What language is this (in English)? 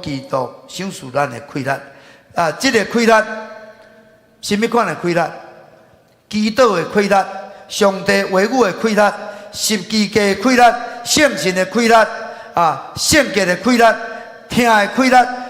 Min Nan Chinese